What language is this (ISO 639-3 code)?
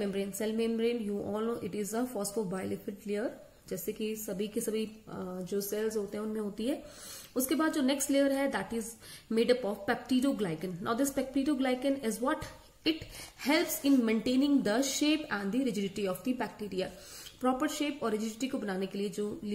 hin